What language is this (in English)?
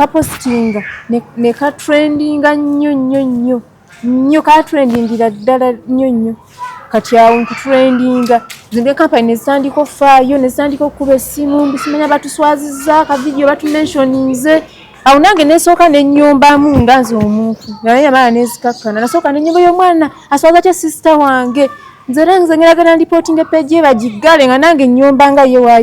Ganda